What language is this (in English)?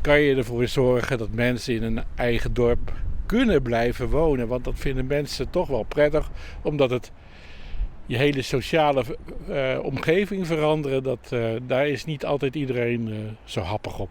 Western Frisian